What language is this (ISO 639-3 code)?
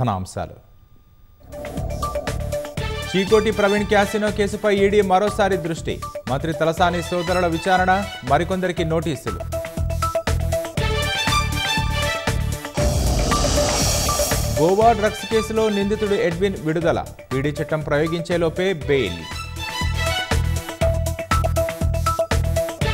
tel